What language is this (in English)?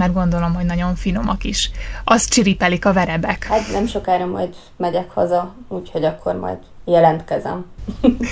Hungarian